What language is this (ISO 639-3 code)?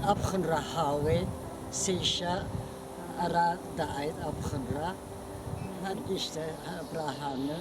abk